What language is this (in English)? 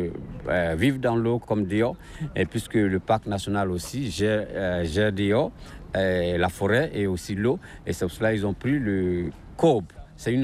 French